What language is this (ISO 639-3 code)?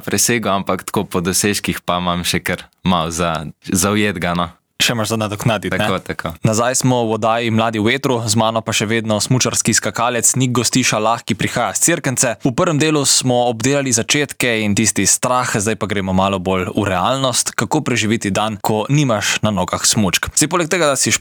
slv